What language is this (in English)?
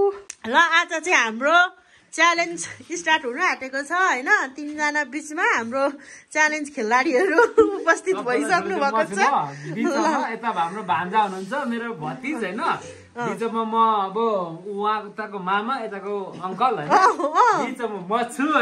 Nepali